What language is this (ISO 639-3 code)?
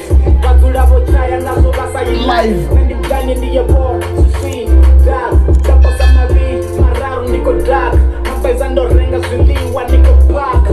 ven